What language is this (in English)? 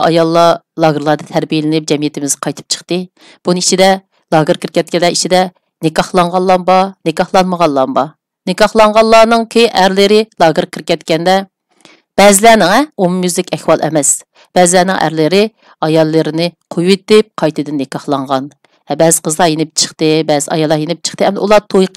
Uyghur